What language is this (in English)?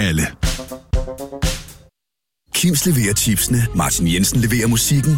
Danish